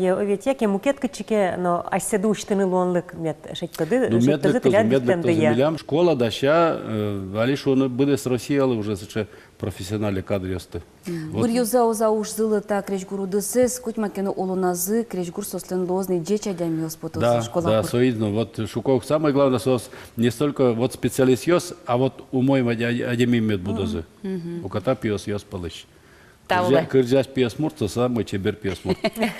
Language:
Udmurt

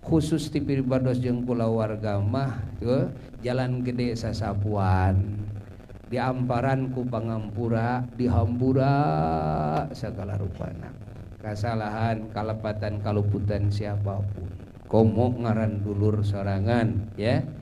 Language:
Sundanese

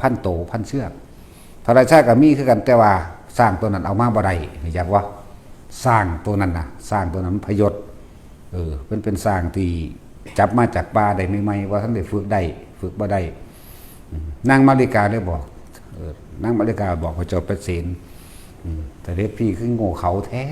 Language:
Northeastern Thai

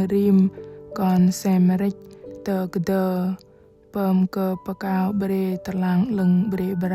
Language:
Bahnar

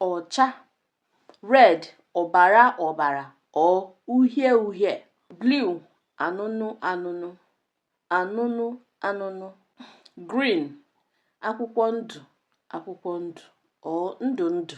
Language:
Igbo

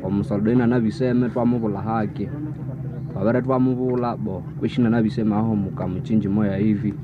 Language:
Nande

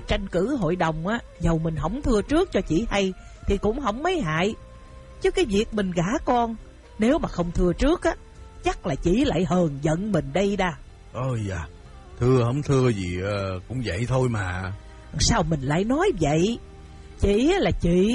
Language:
Vietnamese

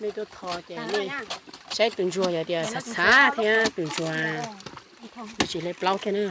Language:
Hmong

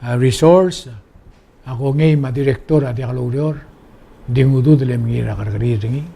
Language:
Palauan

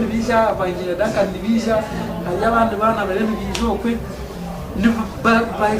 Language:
Nyankole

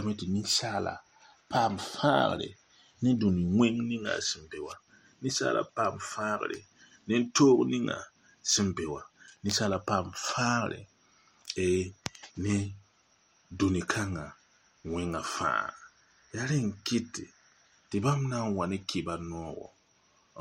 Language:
Mossi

